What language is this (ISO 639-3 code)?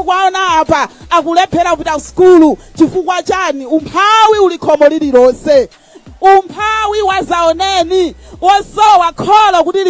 nya